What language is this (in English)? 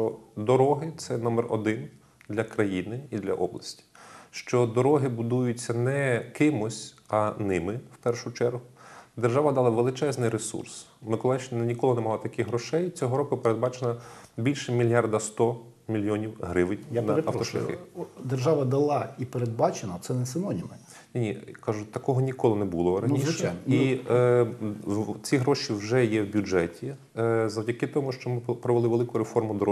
Ukrainian